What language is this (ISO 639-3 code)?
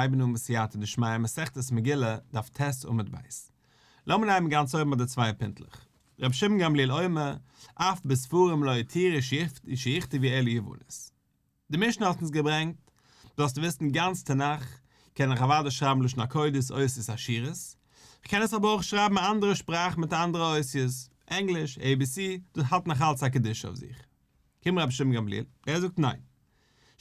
yid